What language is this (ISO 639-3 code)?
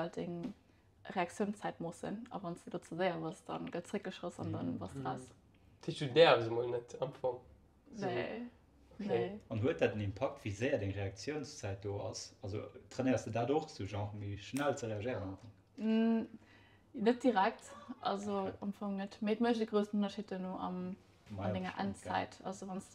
ltz